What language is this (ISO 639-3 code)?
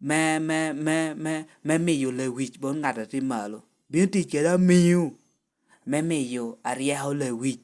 laj